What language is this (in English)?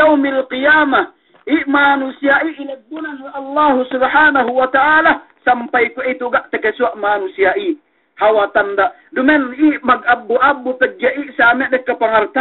Yakan